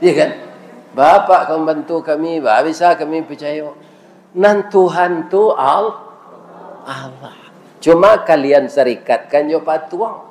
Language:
Minangkabau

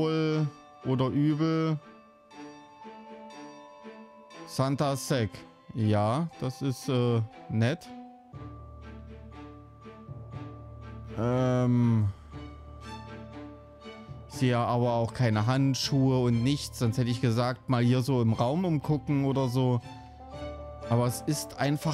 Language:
German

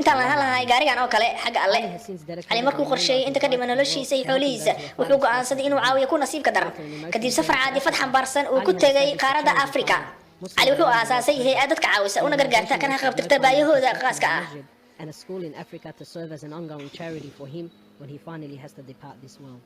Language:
Somali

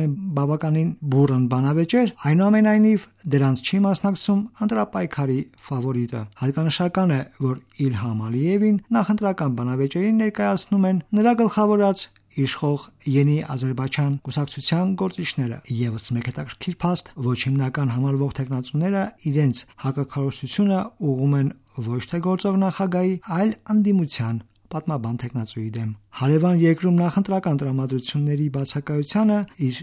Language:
Armenian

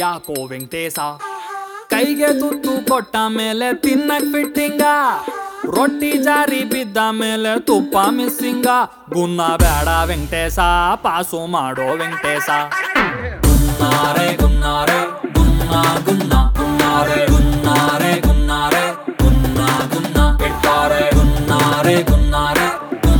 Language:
Kannada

